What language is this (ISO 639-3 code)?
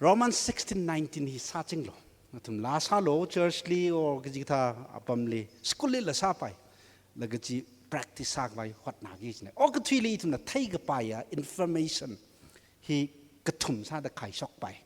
nmf